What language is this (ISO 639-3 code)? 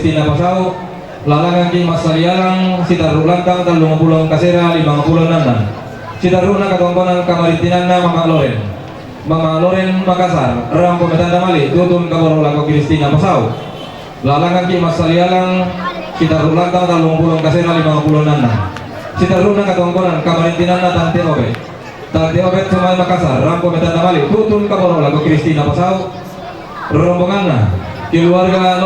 sda